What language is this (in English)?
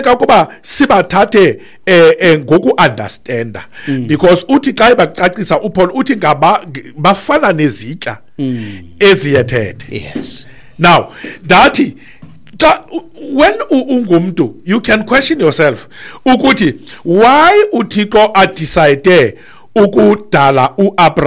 Xhosa